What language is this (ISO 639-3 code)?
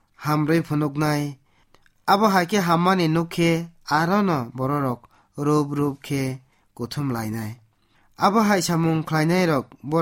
trp